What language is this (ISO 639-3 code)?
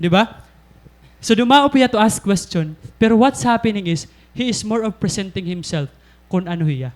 war